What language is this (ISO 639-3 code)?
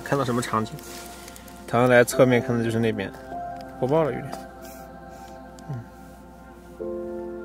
zho